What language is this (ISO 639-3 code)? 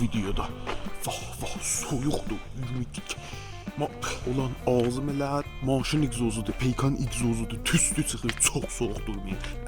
azb